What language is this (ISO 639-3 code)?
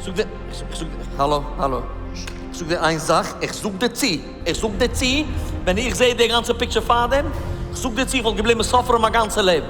yid